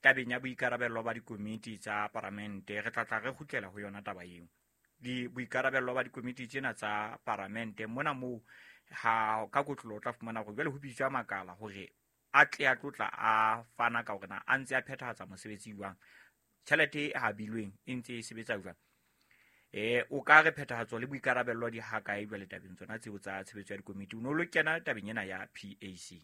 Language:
Southern Sotho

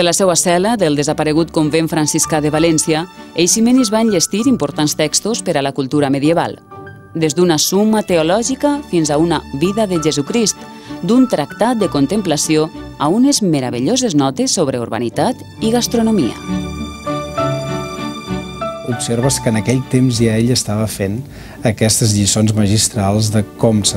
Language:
Catalan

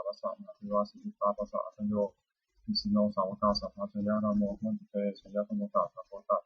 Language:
Pali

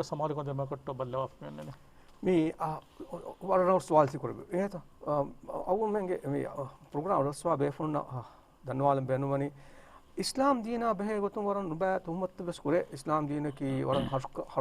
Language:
Divehi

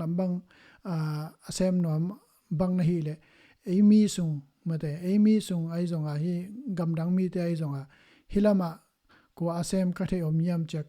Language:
Tedim Chin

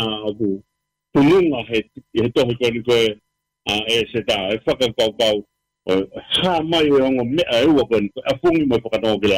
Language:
Tongan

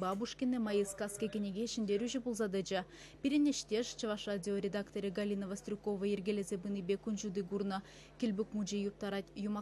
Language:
Chuvash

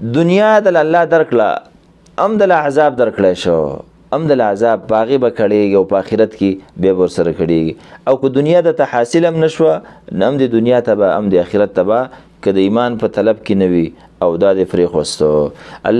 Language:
Pashto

